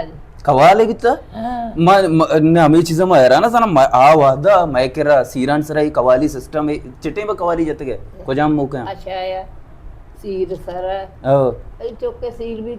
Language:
Baluchi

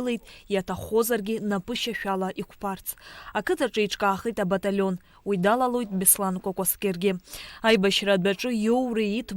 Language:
Abkhazian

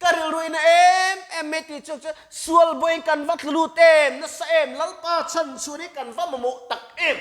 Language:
Mizo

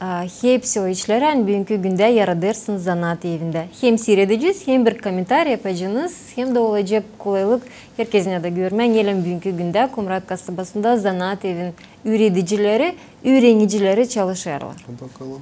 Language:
Gagauz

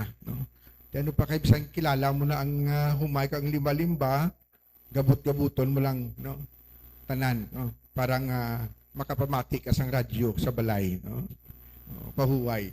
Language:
Hiligaynon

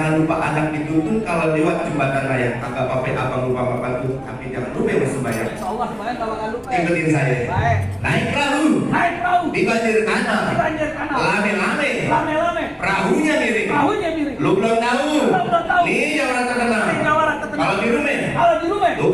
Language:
Betawi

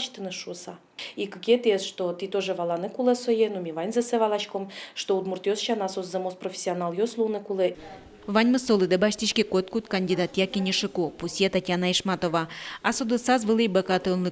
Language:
Udmurt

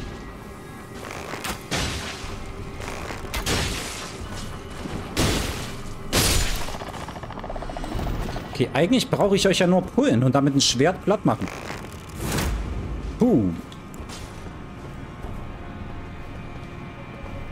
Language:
German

